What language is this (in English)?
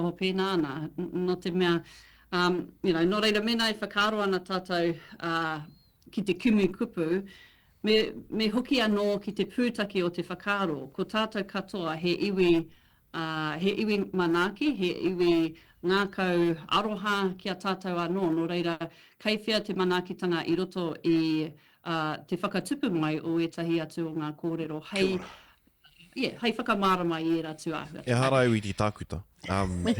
Māori